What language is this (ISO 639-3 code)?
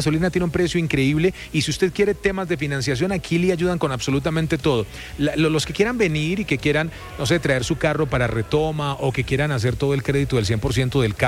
spa